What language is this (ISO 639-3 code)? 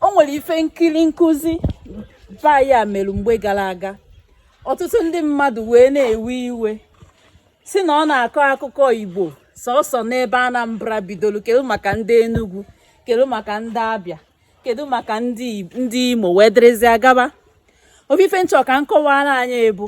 ibo